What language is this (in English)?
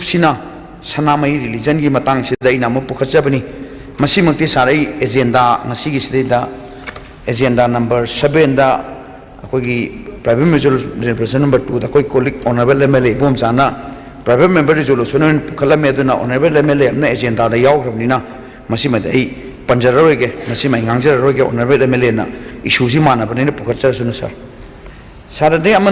Manipuri